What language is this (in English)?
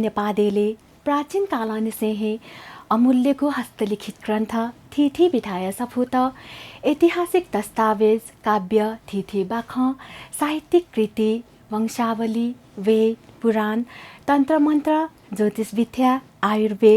Newari